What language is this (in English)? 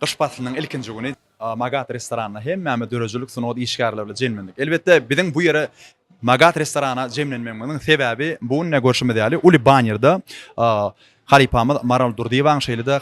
Turkmen